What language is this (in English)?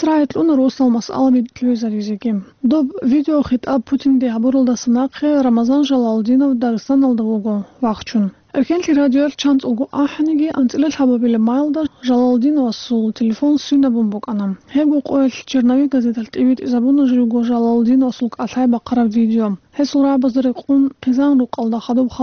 Avaric